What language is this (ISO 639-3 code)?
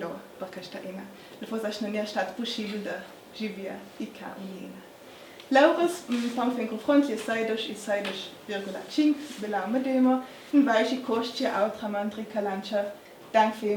lld